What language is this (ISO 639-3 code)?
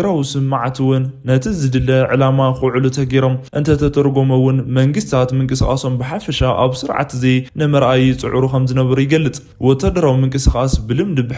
tir